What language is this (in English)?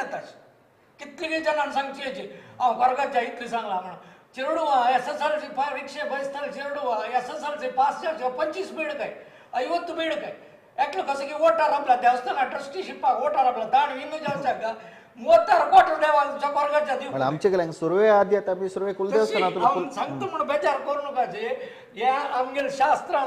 Konkani